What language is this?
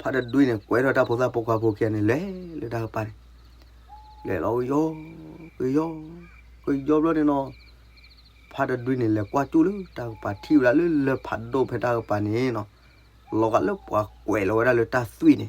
S'gaw Karen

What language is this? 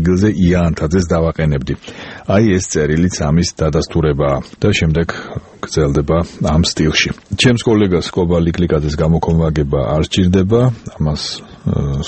Georgian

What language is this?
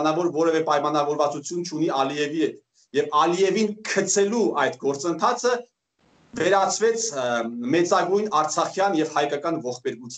Armenian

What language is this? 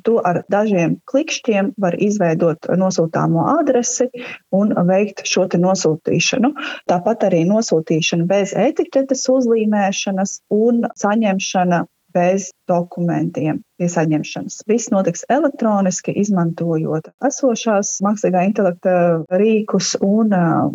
Latvian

